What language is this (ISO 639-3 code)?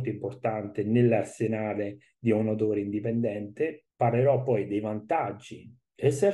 ita